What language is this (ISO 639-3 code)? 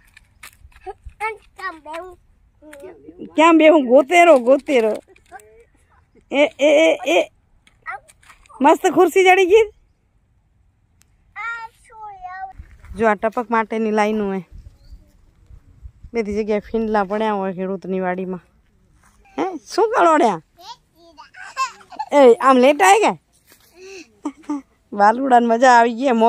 guj